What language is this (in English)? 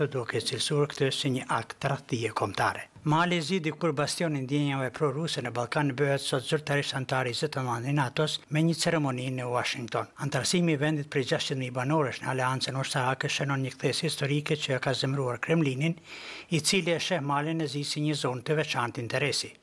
Albanian